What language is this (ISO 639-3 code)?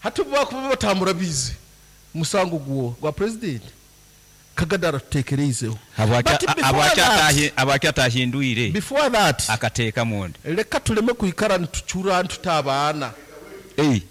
nyo